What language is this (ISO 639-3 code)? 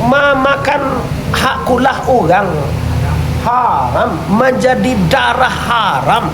min